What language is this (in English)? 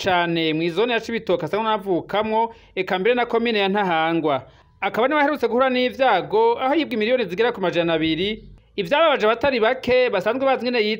Rundi